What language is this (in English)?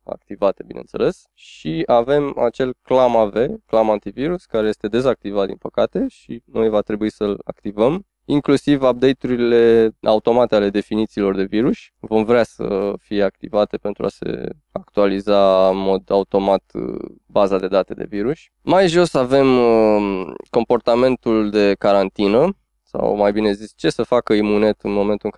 Romanian